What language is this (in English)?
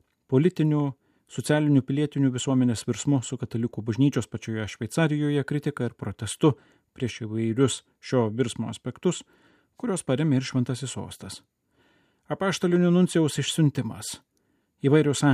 Lithuanian